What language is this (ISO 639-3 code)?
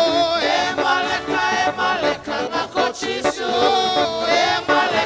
fij